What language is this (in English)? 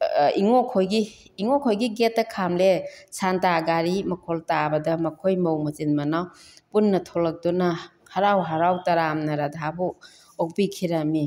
Manipuri